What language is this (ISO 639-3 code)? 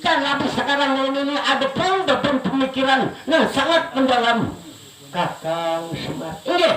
bjn